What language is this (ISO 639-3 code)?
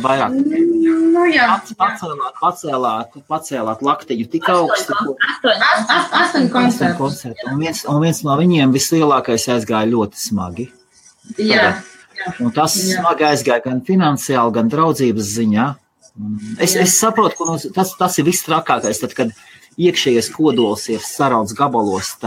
lav